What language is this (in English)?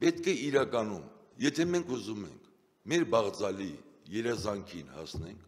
Armenian